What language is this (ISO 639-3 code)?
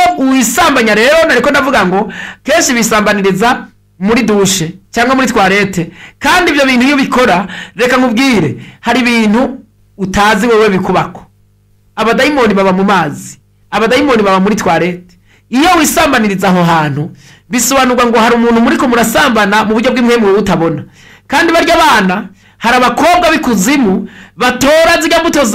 run